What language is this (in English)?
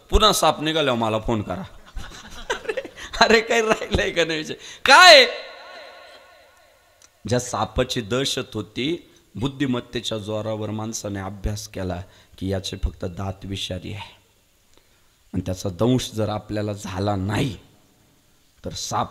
Marathi